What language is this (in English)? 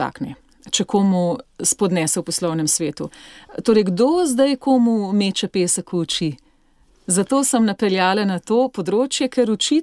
Slovenian